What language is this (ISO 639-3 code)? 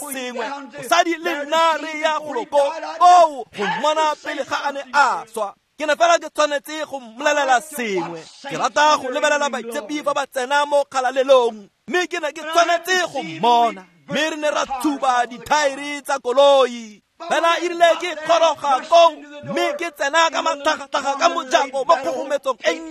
tsn